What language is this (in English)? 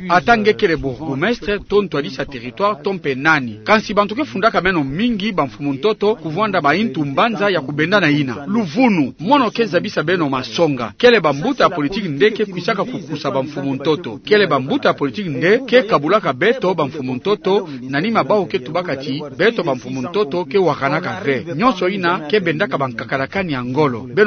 Kituba (Democratic Republic of Congo)